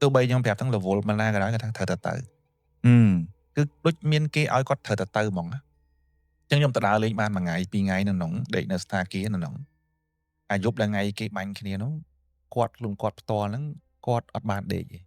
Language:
Khmer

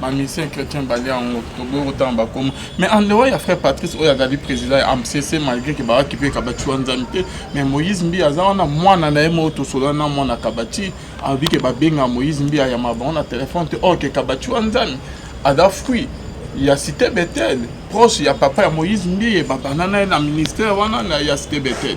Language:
Lingala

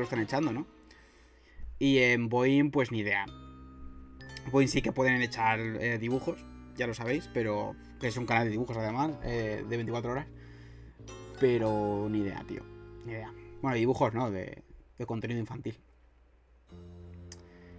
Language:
Spanish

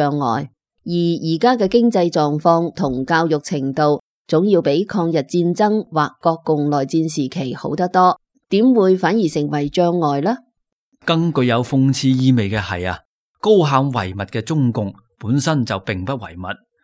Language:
Cantonese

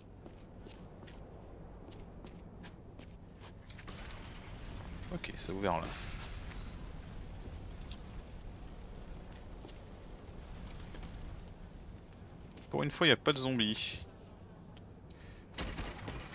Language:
French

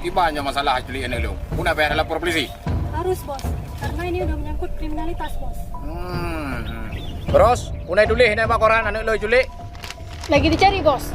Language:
Achinese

